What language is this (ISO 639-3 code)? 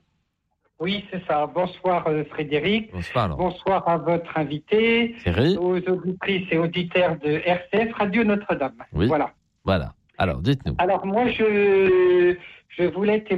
fra